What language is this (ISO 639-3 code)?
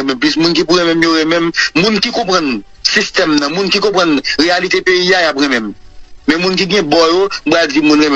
hat